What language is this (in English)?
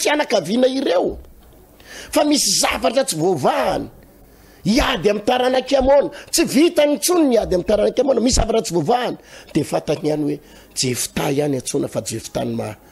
Malagasy